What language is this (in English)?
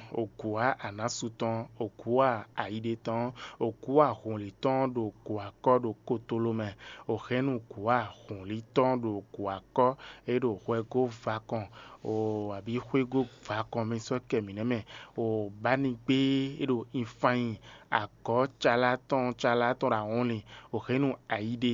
Fon